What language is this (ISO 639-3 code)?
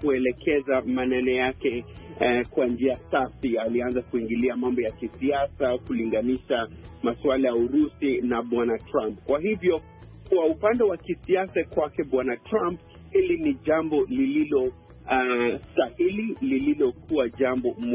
swa